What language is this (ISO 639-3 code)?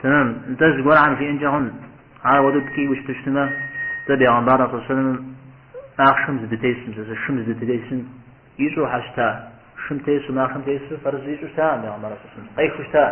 kbd